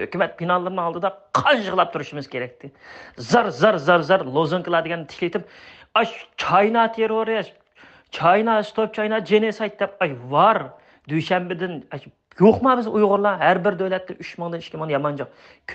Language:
Uyghur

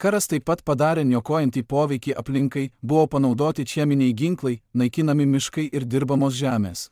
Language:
Lithuanian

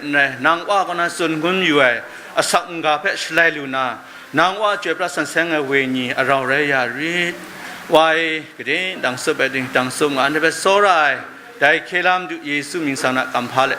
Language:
Kachin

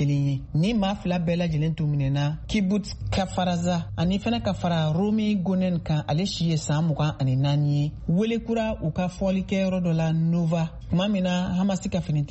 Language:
Bambara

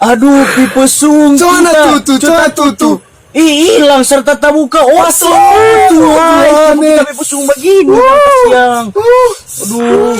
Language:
Manado Malay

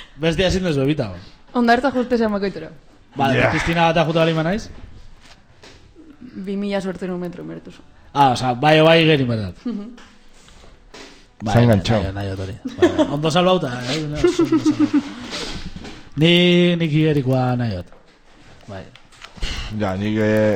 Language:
Basque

